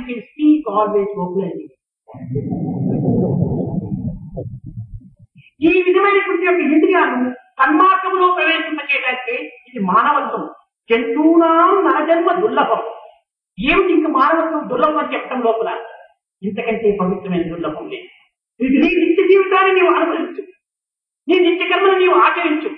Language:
Telugu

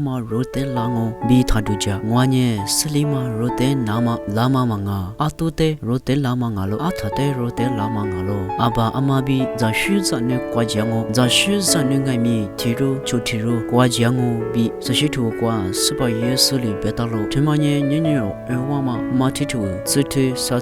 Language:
Lisu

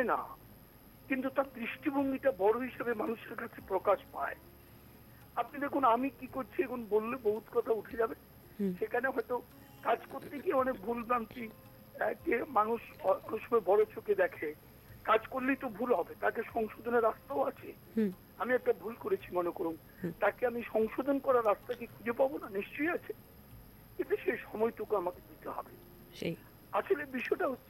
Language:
Bangla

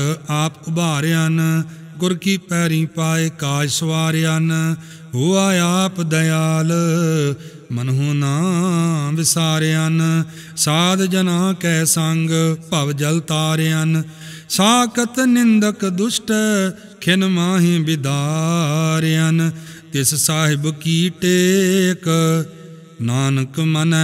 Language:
Punjabi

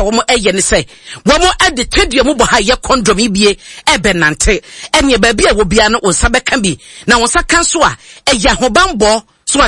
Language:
Akan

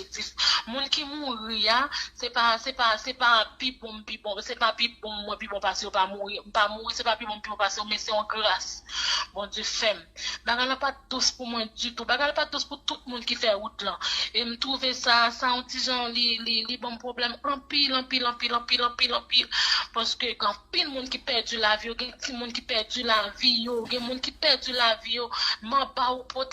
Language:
Haitian Creole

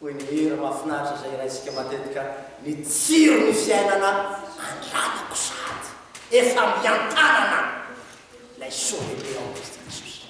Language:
Malagasy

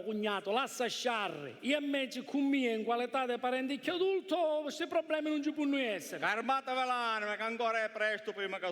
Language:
Sicilian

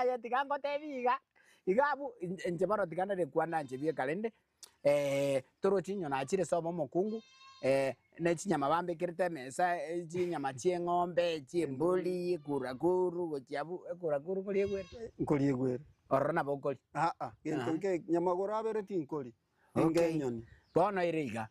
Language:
Gusii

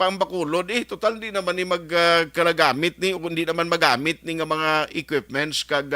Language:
Hiligaynon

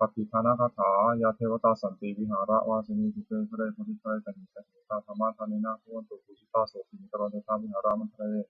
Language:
Pali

